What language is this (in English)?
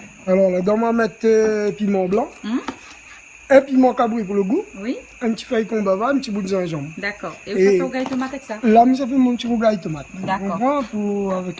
Réunion Creole French